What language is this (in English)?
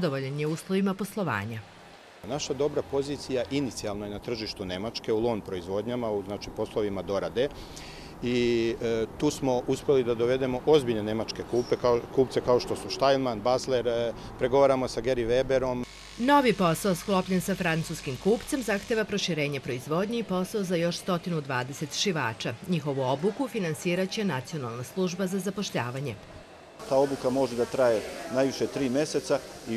Serbian